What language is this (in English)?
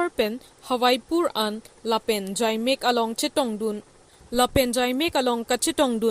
Karbi